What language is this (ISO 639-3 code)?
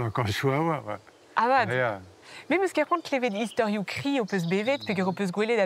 bre